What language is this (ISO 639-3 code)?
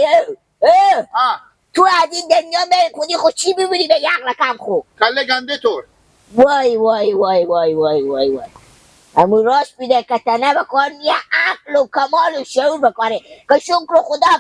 fas